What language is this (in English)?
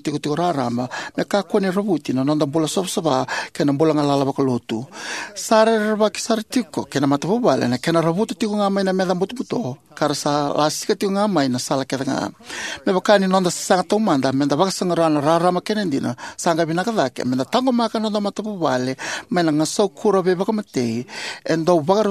Fijian